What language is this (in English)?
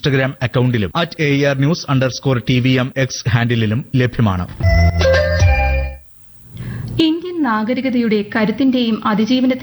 Malayalam